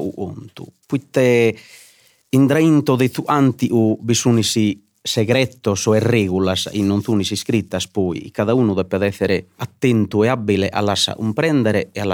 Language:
Sardinian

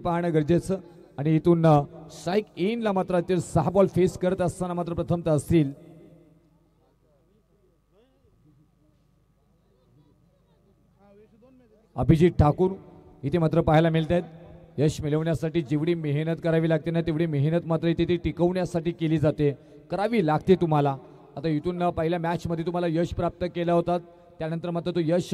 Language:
Marathi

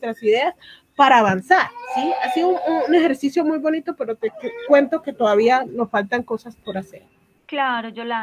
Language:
Spanish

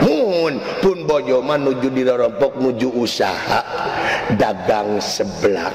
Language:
Sundanese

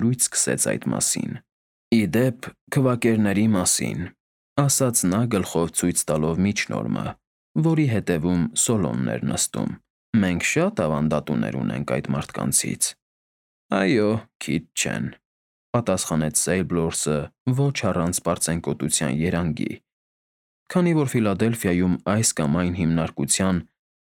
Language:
Armenian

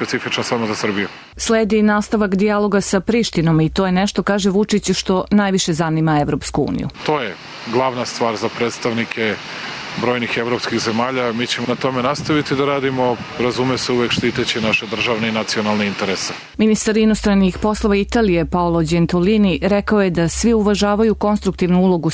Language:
Serbian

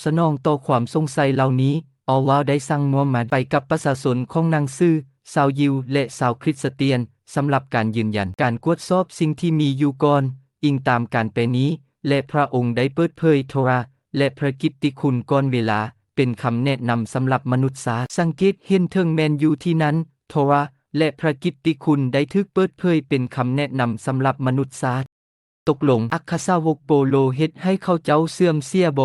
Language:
Lao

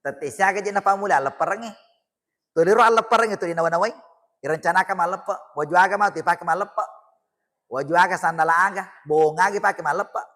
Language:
Buginese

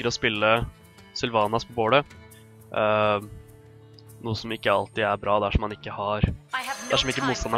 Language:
Norwegian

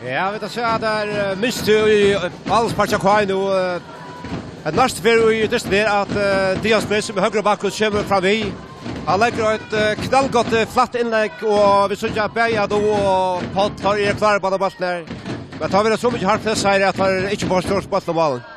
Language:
Faroese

